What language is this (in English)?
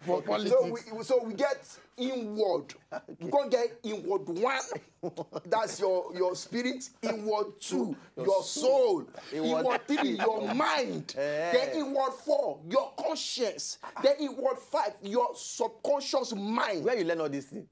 Nigerian Pidgin